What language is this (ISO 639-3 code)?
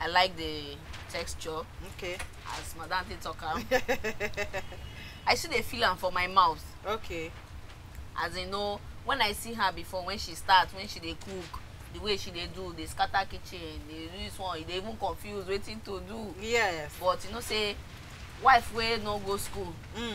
pcm